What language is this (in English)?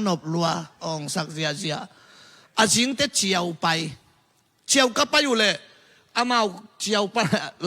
Tedim Chin